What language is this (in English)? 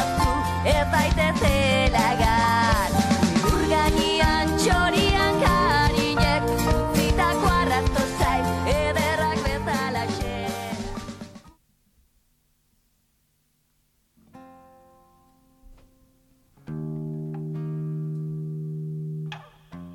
Basque